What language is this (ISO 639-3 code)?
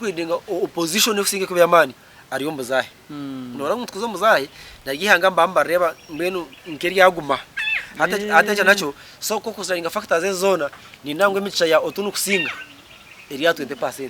nyn